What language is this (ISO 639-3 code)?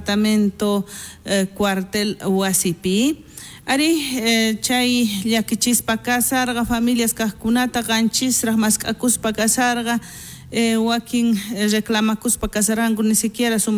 quh